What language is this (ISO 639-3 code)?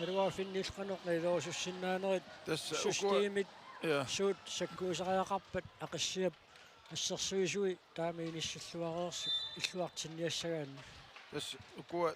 kal